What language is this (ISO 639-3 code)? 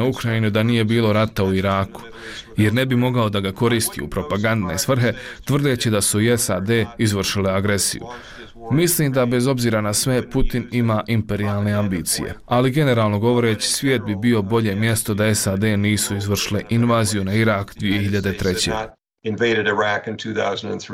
bos